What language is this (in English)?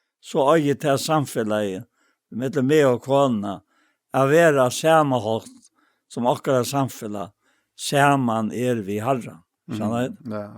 Faroese